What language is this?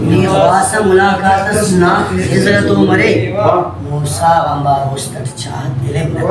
Brahui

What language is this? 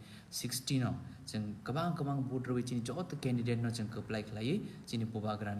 Kok Borok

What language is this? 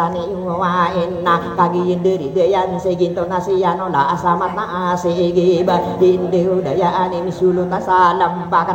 Maranao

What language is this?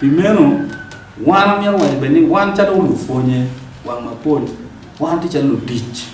Acoli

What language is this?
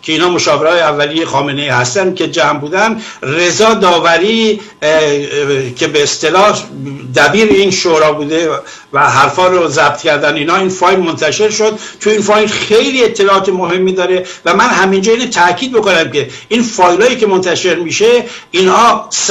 Persian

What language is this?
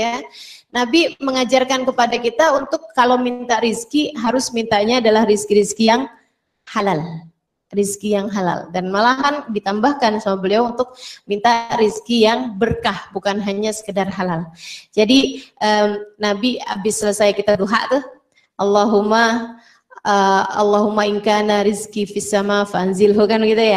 Indonesian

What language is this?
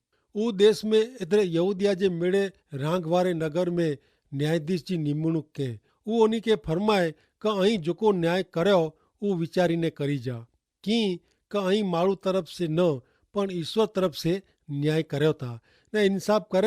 Kachhi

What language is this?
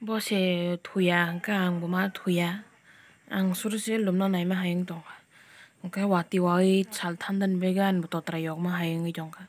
Kok Borok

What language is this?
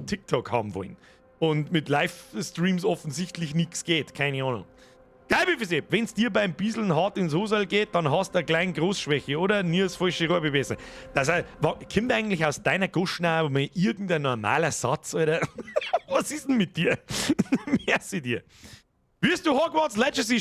Bavarian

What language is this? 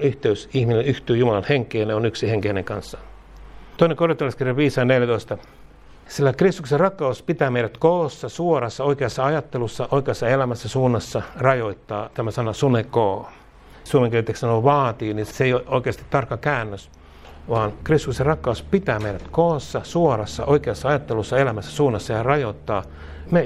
Finnish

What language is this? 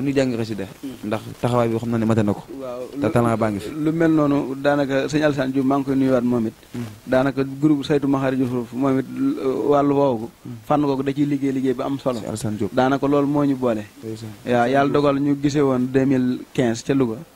Wolof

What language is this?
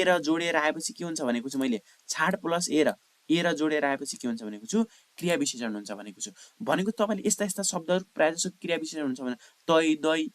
Nepali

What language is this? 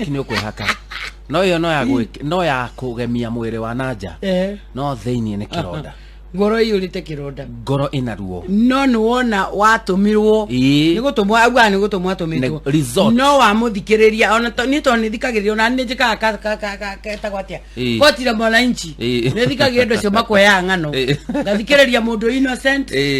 Kikuyu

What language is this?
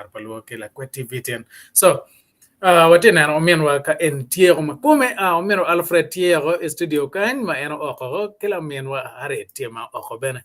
Acoli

